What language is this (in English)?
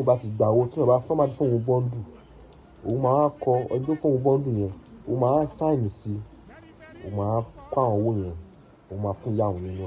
Yoruba